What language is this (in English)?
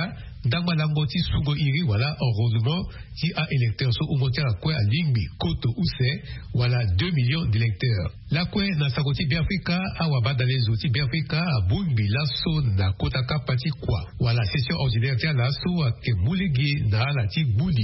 Sango